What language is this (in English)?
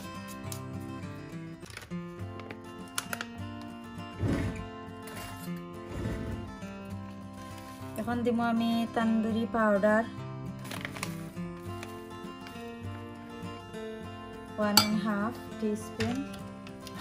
Bangla